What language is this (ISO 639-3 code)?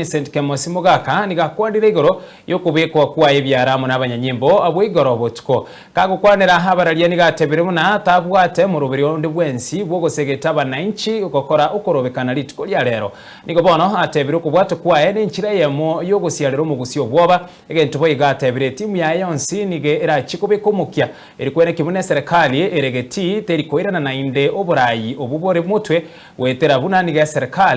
guz